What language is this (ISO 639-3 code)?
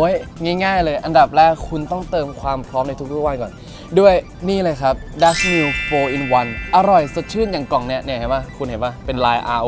tha